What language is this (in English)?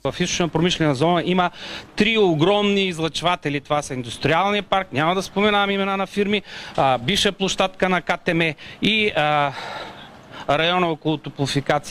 Bulgarian